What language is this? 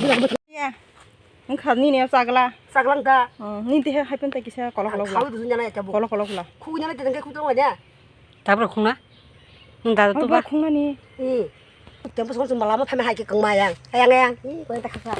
Kok Borok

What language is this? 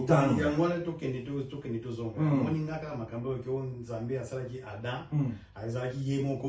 Lingala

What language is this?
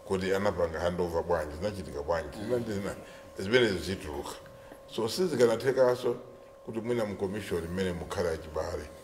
Nyanja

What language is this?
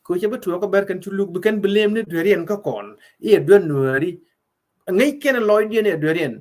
Nuer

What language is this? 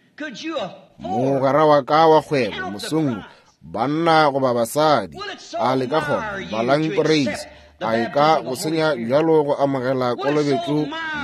Northern Sotho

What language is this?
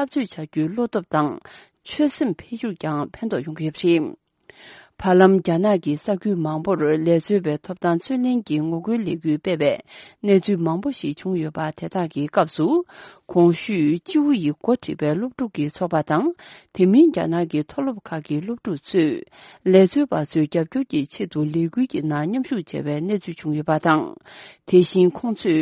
Tibetan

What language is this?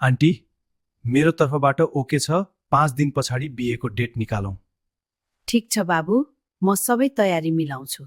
Nepali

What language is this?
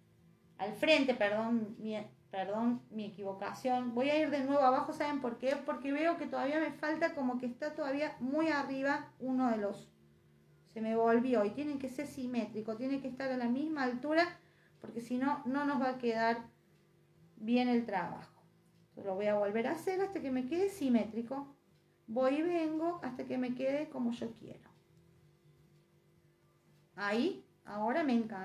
Spanish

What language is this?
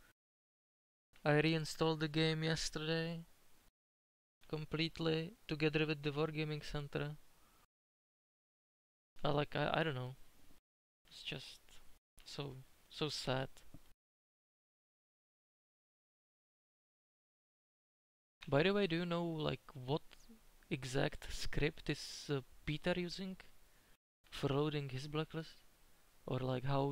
English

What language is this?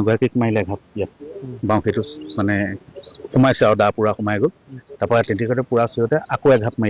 Assamese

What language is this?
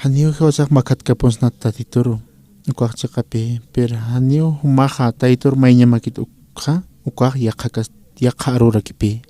Aymara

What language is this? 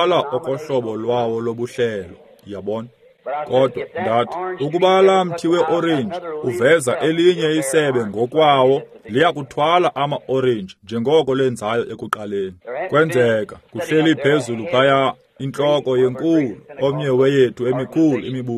Xhosa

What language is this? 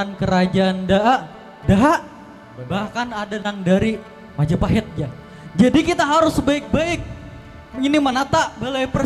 Banjar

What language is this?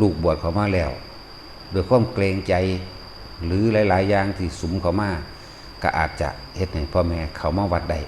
Northeastern Thai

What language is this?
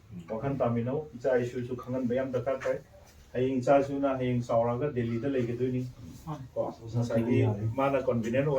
Manipuri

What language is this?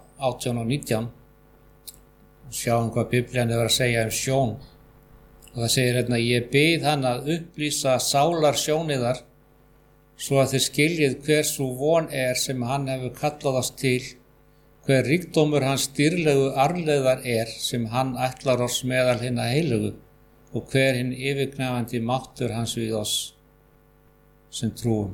Icelandic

